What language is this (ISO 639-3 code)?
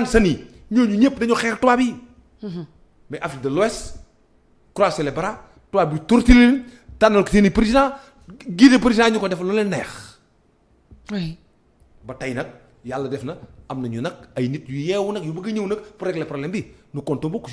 wol